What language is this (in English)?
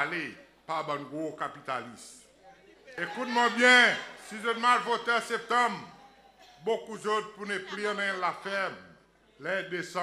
Seselwa Creole French